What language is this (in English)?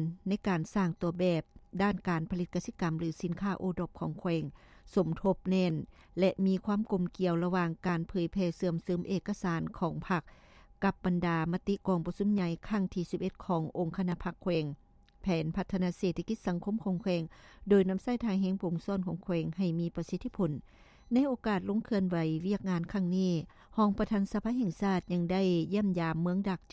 Lao